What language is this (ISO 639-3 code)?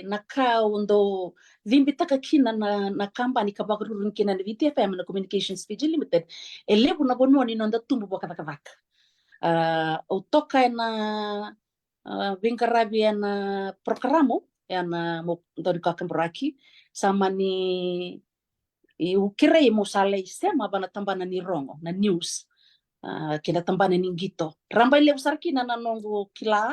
fij